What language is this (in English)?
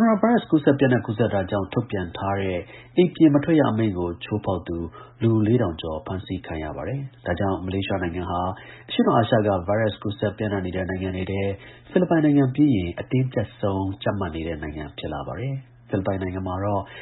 Burmese